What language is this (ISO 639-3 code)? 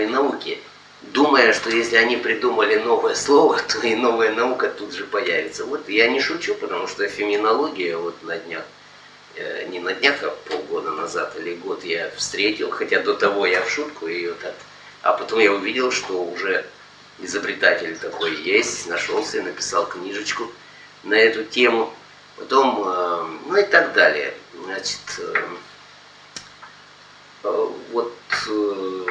rus